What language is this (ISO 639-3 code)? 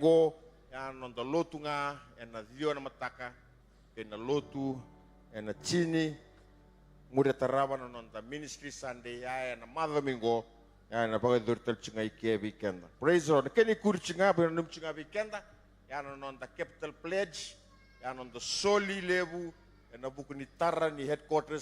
fij